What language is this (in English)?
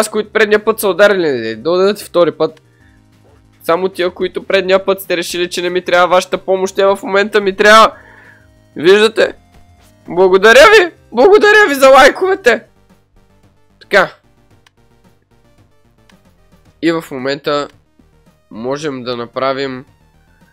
Bulgarian